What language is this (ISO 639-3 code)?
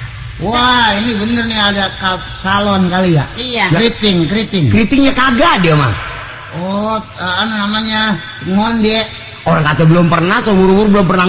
bew